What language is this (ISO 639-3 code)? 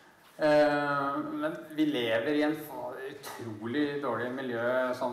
nor